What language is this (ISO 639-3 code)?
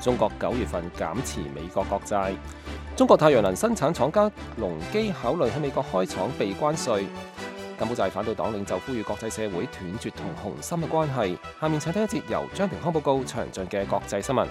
yue